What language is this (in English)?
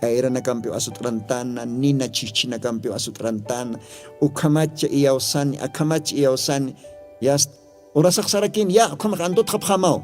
Aymara